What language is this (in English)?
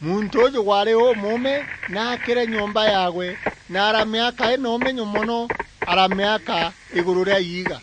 Meru